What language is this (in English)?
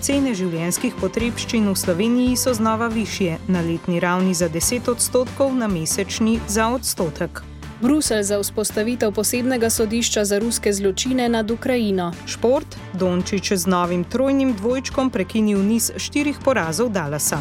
Slovenian